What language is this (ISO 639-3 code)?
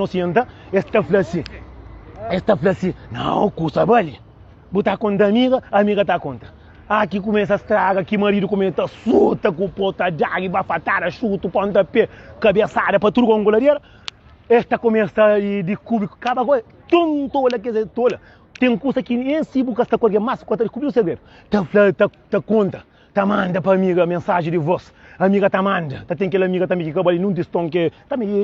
kea